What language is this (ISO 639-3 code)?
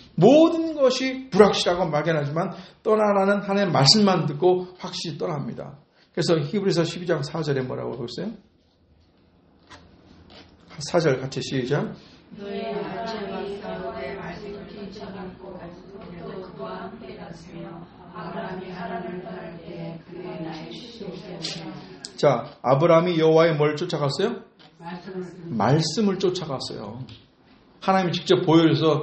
kor